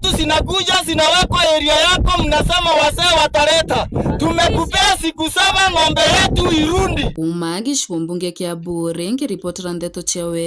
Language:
Meru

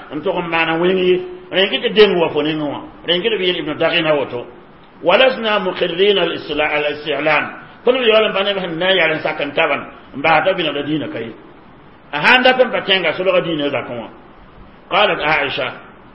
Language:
Mossi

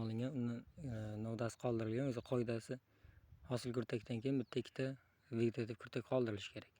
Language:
Uzbek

